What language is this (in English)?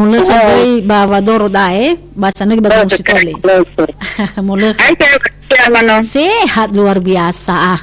Nias